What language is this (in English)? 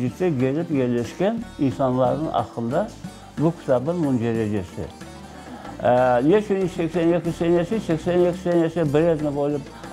Crimean Tatar